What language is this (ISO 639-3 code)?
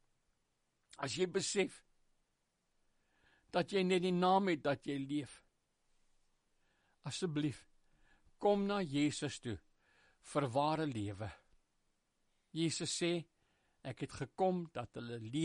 afr